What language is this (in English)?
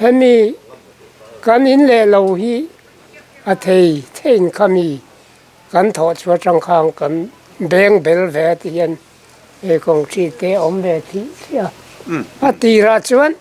Mizo